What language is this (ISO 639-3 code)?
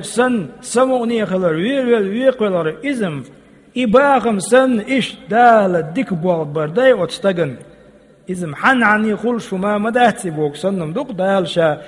che